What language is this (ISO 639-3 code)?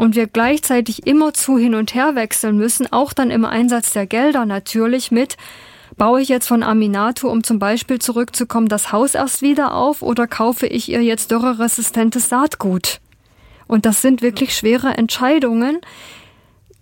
deu